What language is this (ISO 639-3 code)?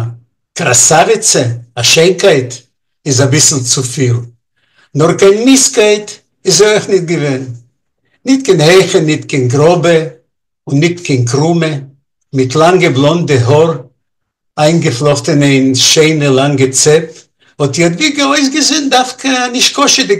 yid